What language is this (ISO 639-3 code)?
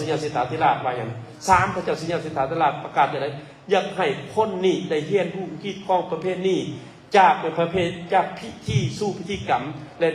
lao